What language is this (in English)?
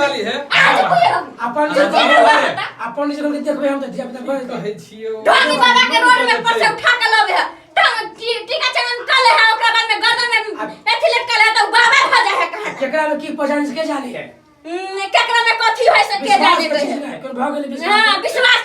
Maithili